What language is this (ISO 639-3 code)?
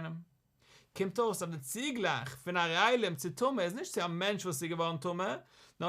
yid